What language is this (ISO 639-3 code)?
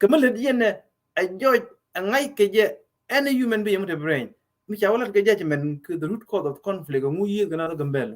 nus